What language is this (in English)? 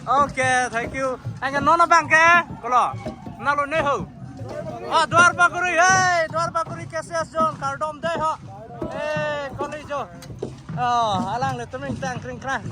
Karbi